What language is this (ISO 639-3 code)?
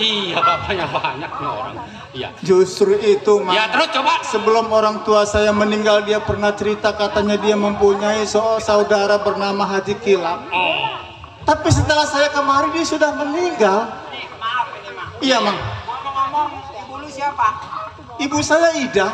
bew